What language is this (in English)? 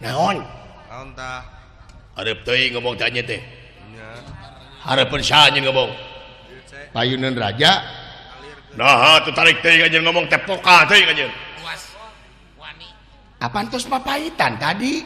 Sundanese